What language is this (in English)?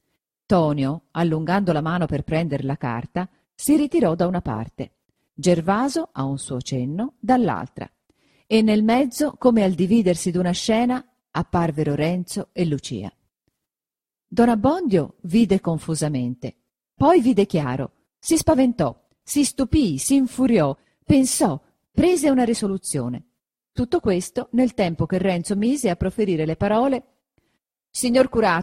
Italian